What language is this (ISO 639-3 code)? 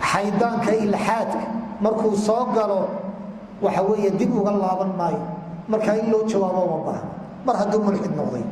som